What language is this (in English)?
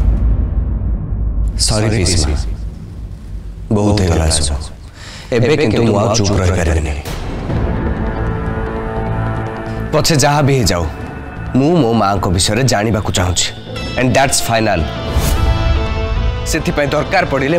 Odia